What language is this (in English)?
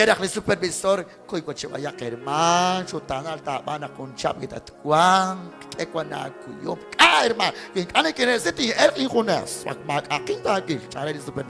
Kekchí